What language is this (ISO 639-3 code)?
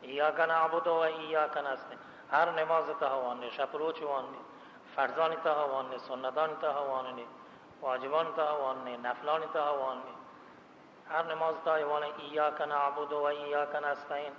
bal